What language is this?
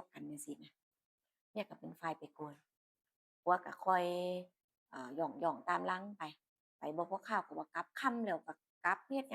Northeastern Thai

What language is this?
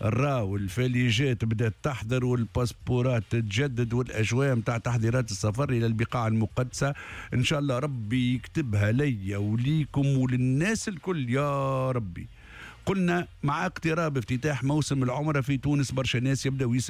Tunisian Arabic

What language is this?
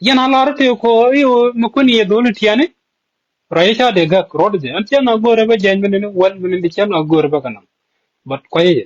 Nuer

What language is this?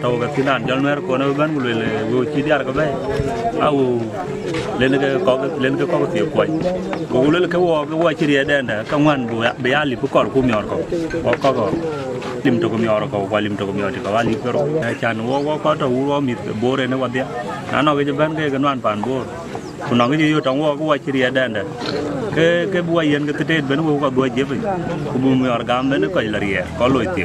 Dinka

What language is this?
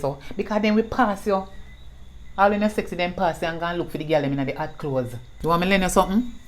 Jamaican Creole English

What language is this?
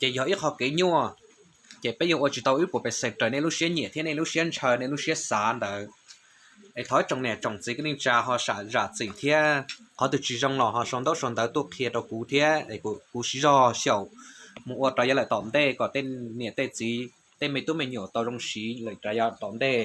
Hmong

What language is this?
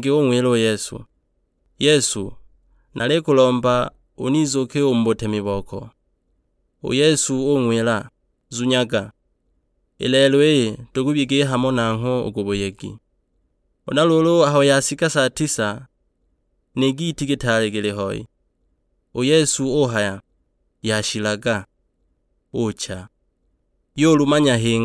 Sukuma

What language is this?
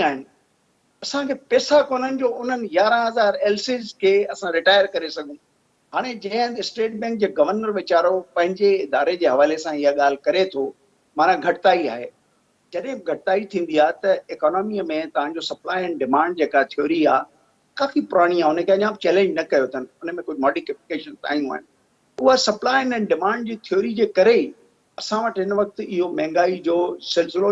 Sindhi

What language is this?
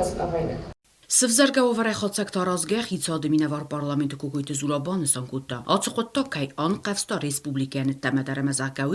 Ossetic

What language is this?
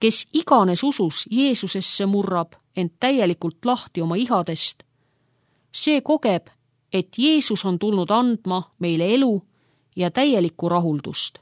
Estonian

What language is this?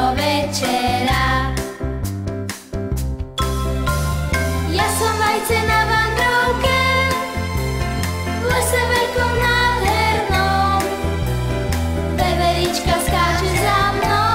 Slovak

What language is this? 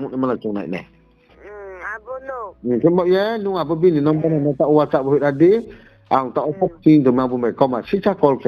Riang (India)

